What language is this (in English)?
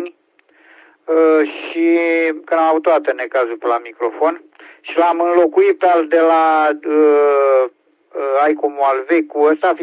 Romanian